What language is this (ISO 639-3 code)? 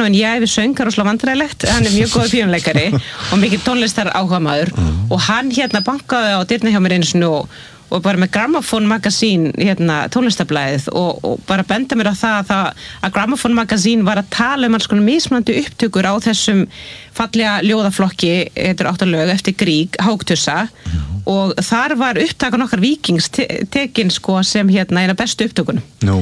isl